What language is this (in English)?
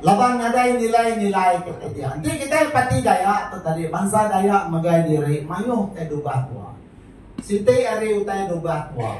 Iban